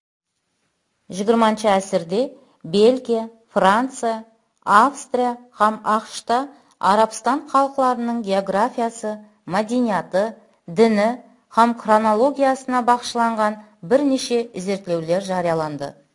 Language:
Kara-Kalpak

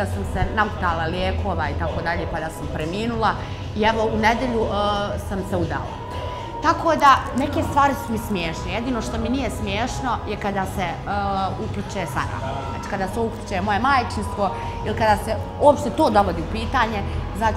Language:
Bosnian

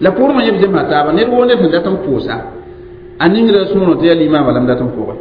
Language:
Mossi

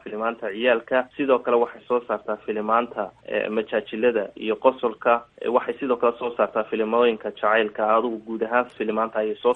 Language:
Somali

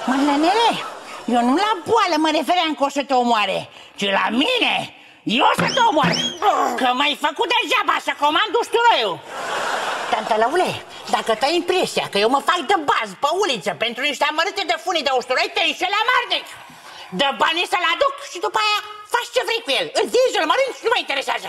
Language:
Romanian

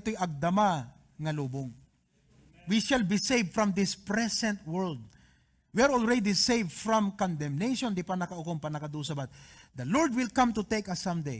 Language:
Iloko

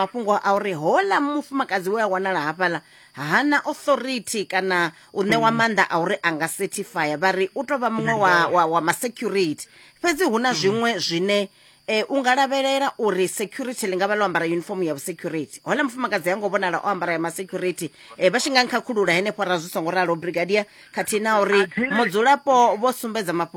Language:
Venda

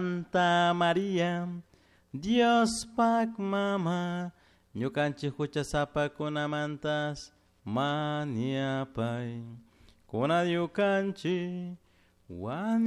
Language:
Chimborazo Highland Quichua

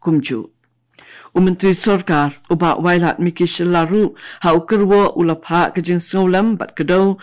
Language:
Khasi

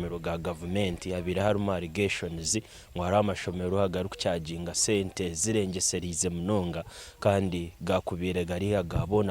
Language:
Nyankole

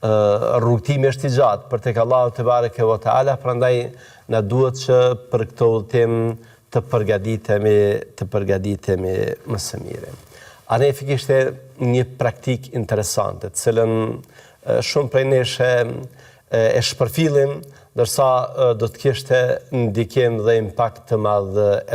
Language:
Albanian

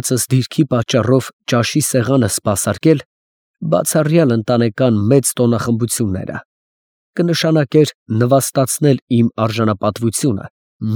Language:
Armenian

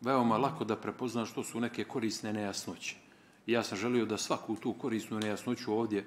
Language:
Bosnian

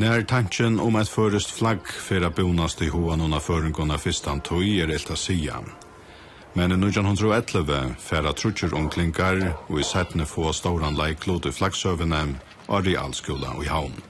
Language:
Faroese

